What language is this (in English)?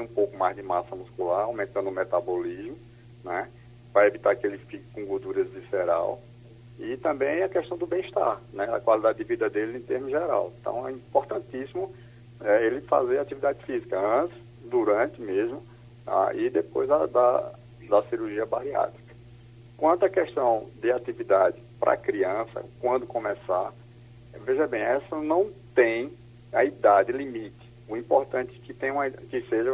Portuguese